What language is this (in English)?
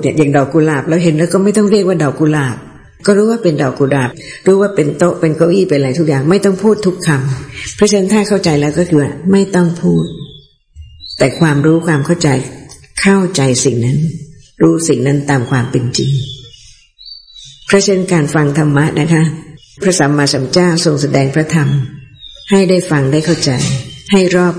Thai